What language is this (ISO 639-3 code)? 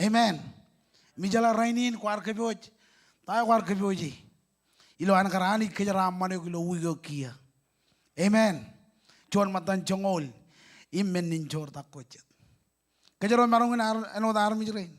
mah